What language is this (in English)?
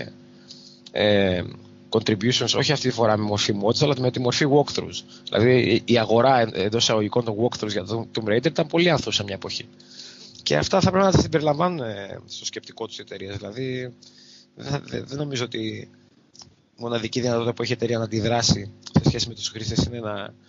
Greek